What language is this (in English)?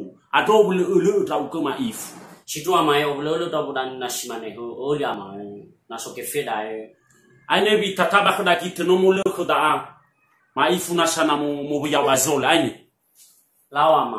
Nias